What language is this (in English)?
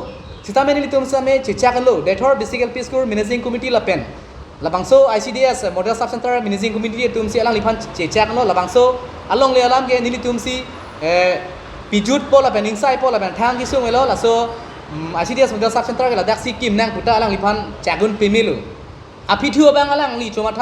Karbi